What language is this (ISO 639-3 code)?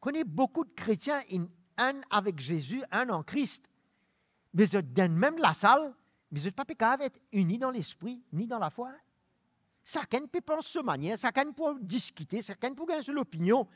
mfe